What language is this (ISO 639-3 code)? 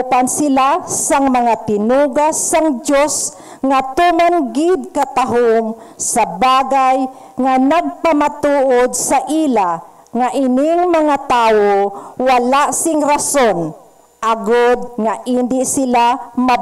hil